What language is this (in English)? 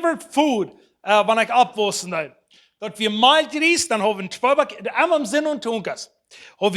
Plautdietsch